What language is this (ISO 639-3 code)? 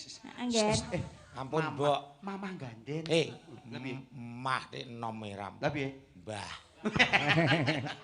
jav